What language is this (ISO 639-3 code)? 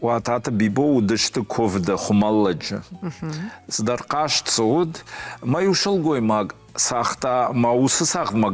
oss